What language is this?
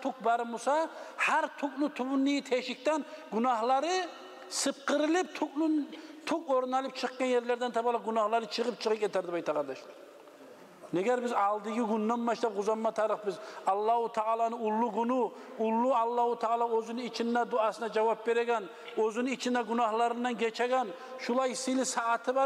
Kumyk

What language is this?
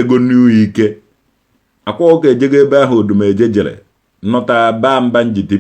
Igbo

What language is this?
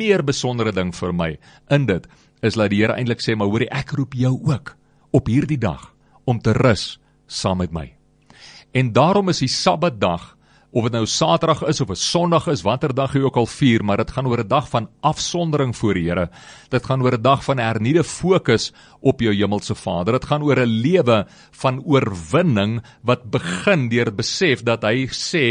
Afrikaans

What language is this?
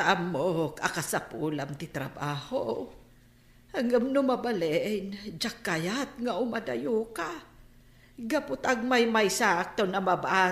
Iloko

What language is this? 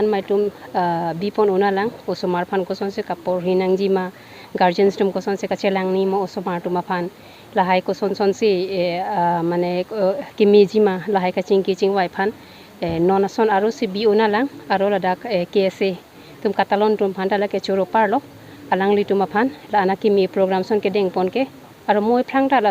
Karbi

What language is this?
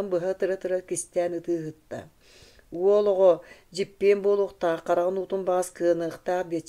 Yakut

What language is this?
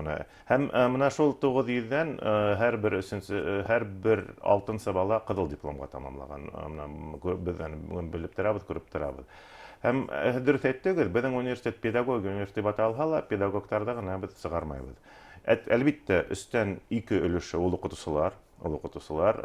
Bashkir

